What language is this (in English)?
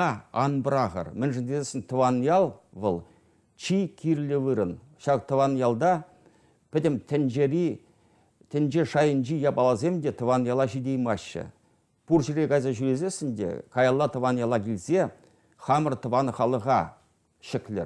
Chuvash